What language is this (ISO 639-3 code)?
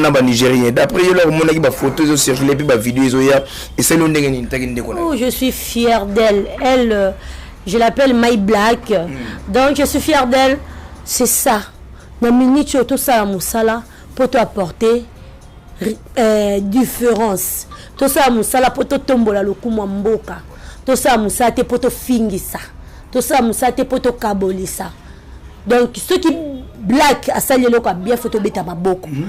lin